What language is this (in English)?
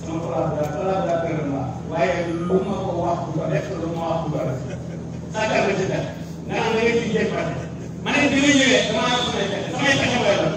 Wolof